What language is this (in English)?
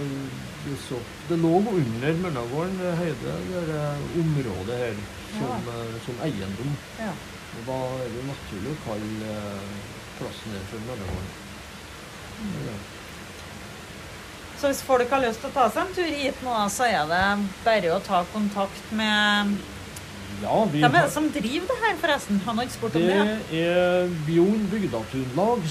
Norwegian